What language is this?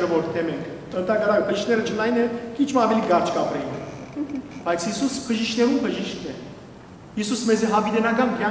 Western Armenian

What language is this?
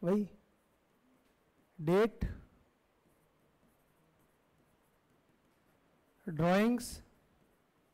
Hindi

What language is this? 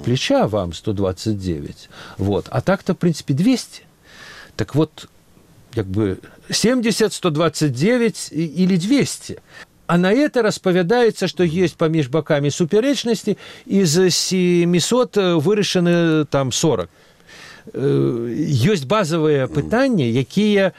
Belarusian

